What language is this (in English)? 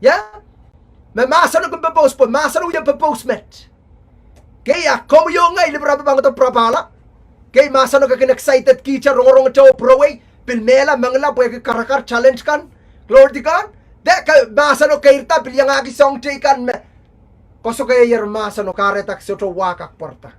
Pohnpeian